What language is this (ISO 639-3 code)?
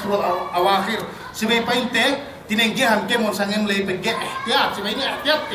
yka